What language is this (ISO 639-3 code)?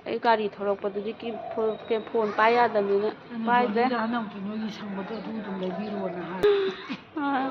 mni